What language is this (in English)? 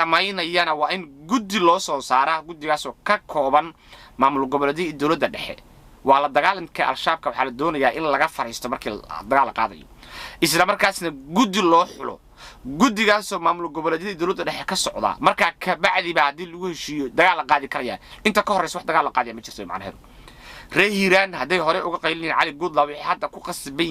Somali